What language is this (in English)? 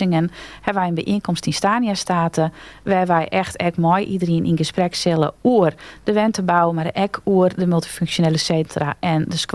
Western Frisian